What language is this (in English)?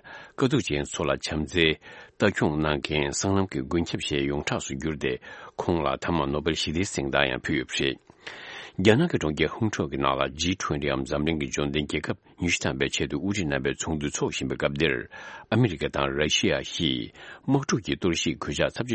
Tibetan